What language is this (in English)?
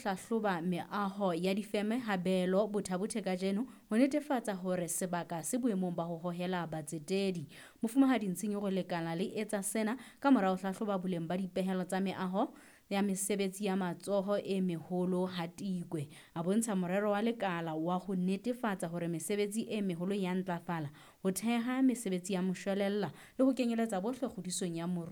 Southern Sotho